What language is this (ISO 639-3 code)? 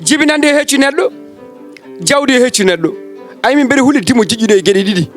ful